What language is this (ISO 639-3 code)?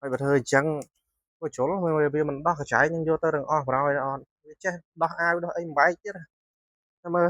khm